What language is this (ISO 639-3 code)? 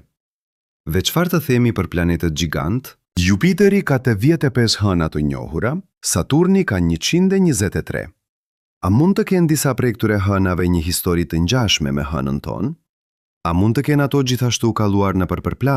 sqi